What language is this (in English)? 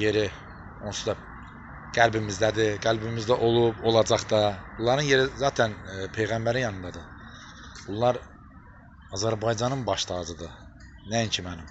Azerbaijani